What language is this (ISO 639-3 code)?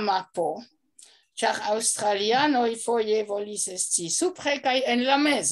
epo